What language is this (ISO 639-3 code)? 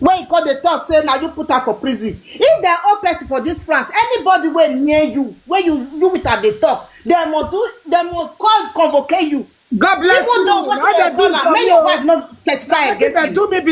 pcm